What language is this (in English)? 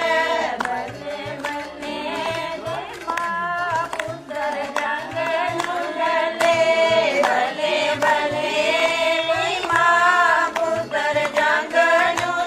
Dogri